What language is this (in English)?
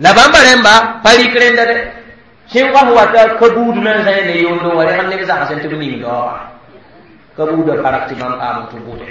Mossi